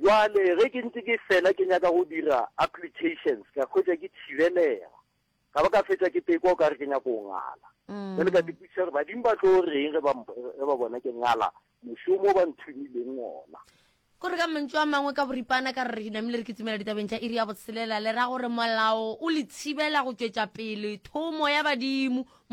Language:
Northern Sotho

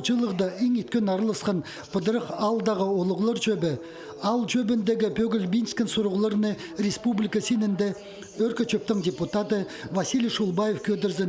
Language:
Khakas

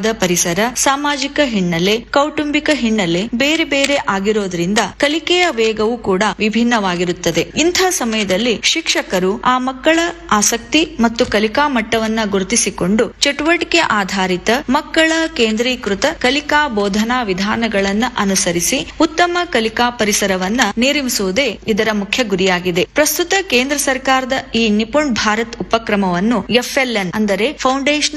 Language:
Kannada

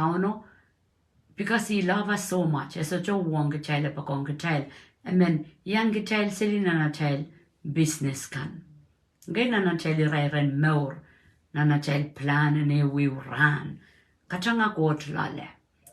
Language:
Pohnpeian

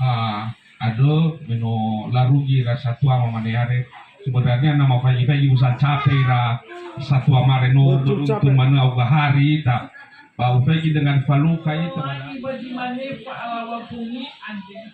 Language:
Nias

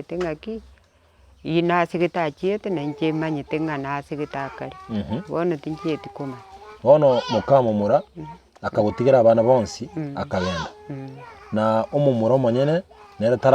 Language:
Gusii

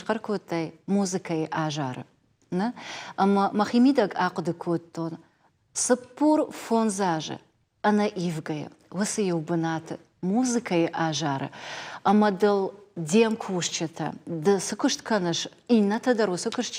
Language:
Ossetic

